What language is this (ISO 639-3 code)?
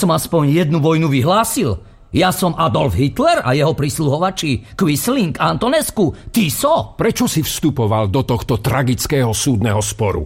slk